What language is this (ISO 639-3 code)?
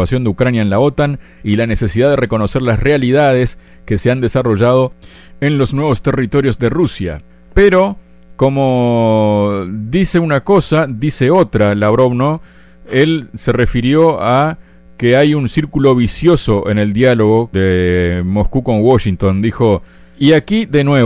spa